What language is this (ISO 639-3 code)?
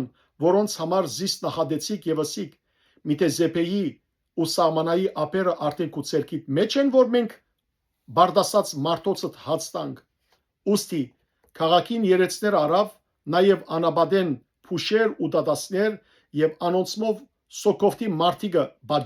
hyw